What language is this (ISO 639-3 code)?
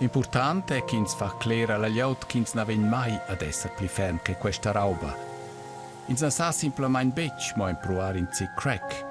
roh